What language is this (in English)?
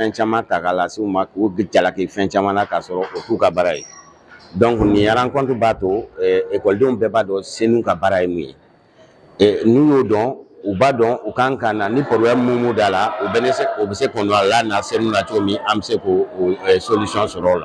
Bambara